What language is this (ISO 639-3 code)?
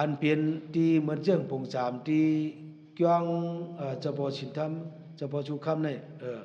shn